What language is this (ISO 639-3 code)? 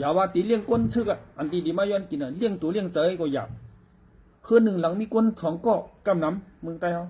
shn